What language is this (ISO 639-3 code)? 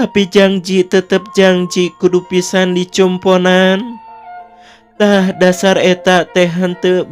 sun